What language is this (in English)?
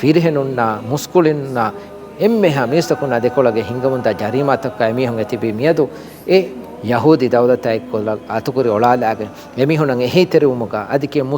Divehi